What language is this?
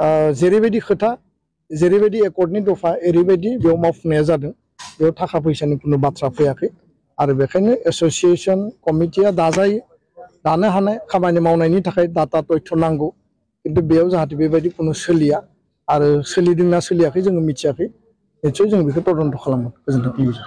Bodo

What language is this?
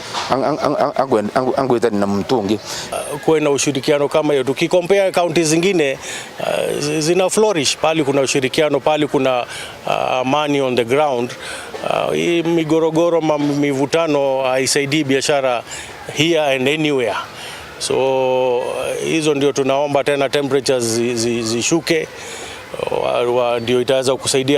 Meru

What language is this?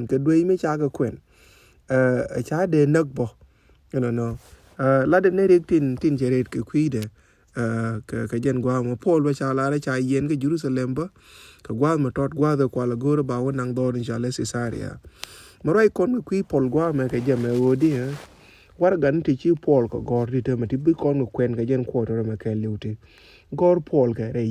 Nuer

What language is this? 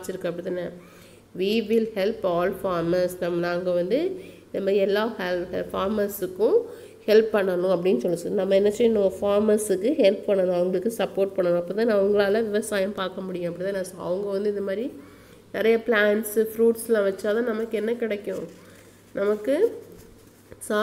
Tamil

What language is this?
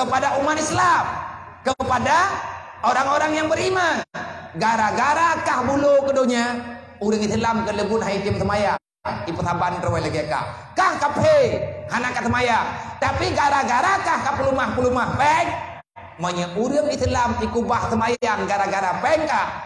Achinese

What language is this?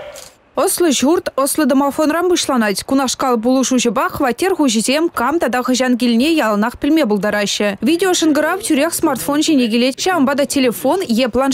Chuvash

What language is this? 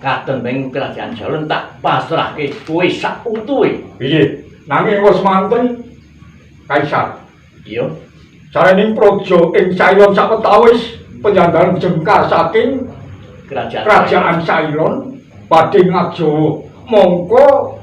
Javanese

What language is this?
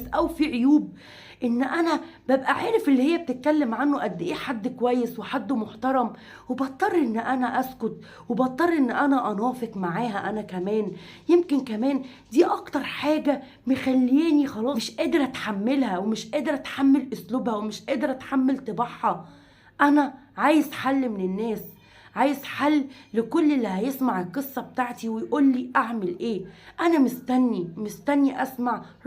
Egyptian Arabic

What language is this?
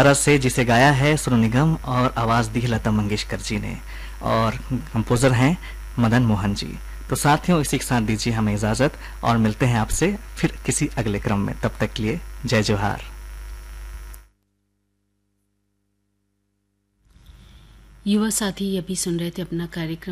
Chhattisgarhi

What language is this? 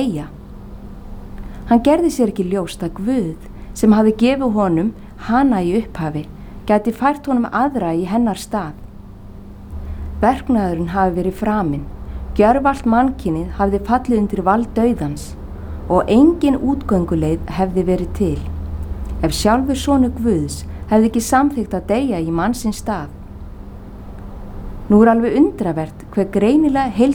Icelandic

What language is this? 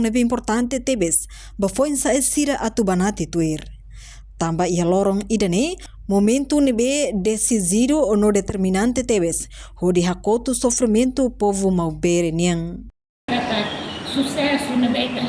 Tetum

